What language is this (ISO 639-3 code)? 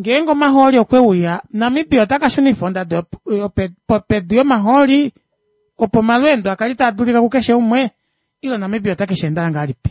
kua